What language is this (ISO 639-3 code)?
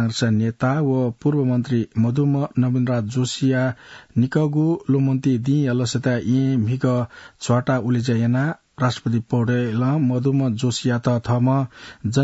new